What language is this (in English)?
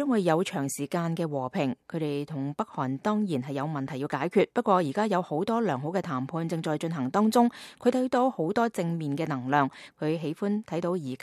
Cantonese